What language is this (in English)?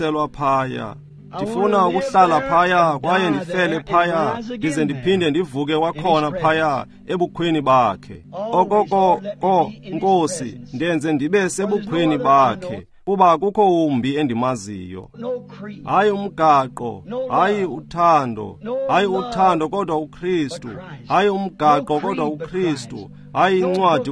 Xhosa